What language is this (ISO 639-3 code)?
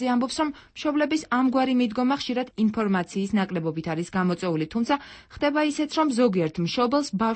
kat